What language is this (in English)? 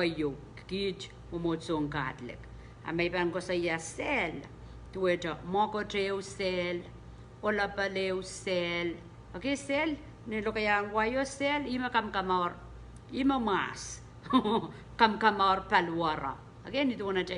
Pohnpeian